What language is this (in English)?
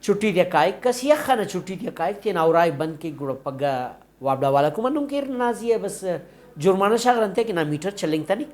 Brahui